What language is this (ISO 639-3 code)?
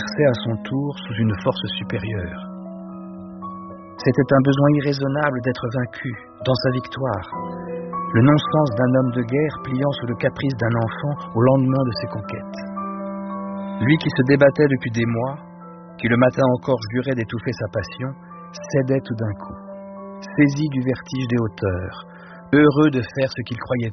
fra